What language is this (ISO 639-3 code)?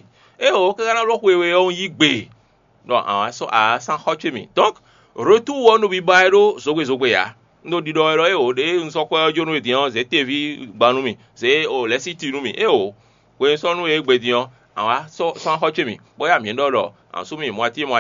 fon